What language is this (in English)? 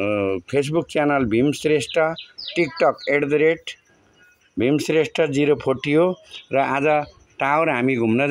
Nepali